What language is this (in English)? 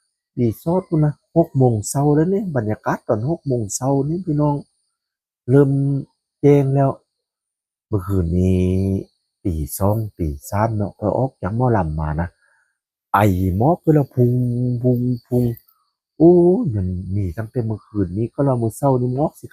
Northeastern Thai